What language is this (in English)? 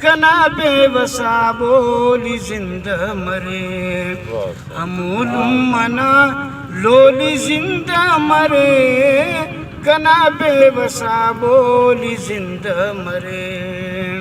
Brahui